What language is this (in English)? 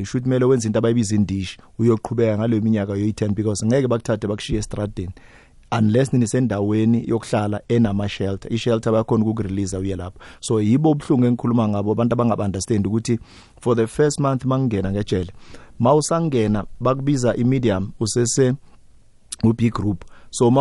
South Ndebele